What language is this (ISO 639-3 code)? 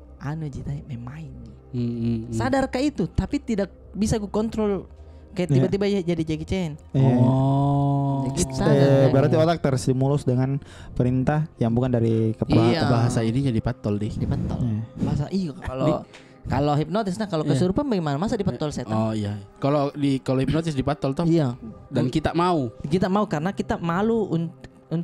mfp